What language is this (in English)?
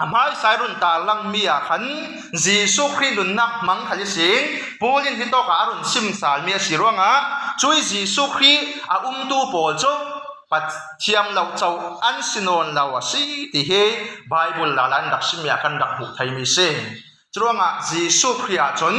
Falam Chin